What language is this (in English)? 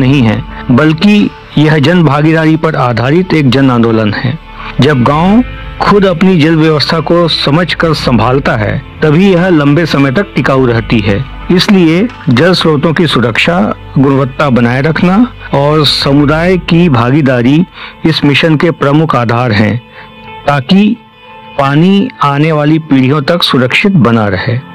Hindi